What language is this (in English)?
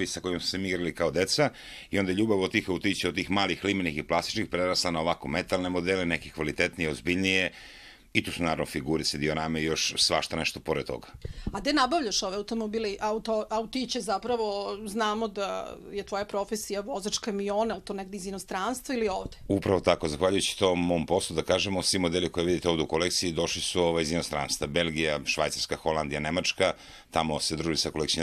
Serbian